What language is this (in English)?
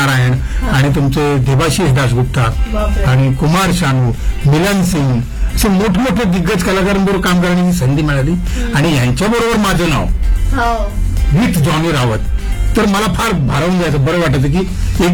Marathi